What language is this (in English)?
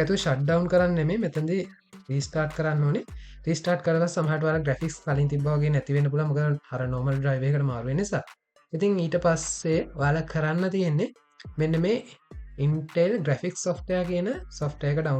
Sinhala